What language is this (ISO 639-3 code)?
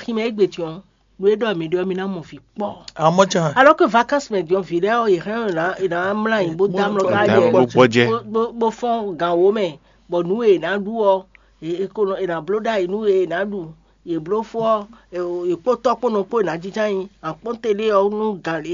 fon